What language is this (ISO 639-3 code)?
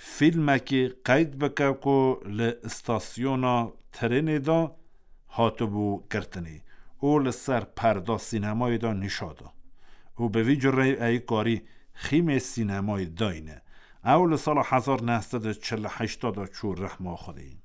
kur